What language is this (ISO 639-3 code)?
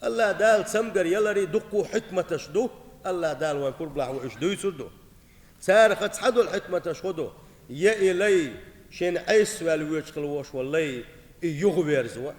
che